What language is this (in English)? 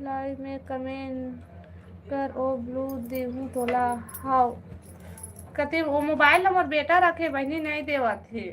Chhattisgarhi